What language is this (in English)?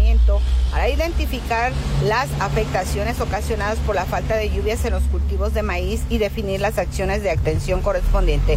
Spanish